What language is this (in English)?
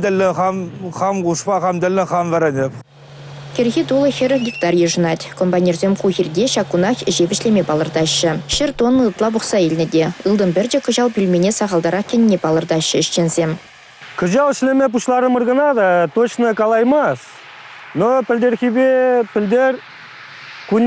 Chuvash